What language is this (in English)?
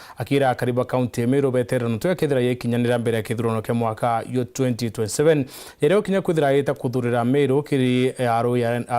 Meru